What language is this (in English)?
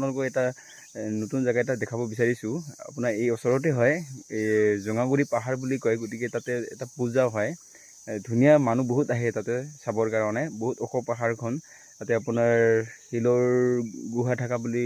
Assamese